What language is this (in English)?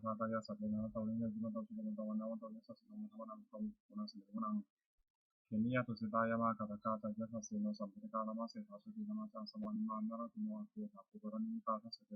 Pali